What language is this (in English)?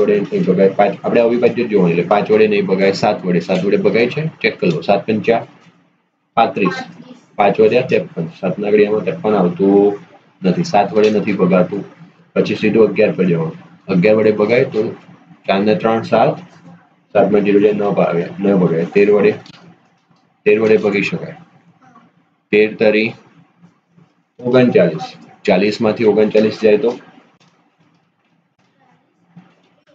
Gujarati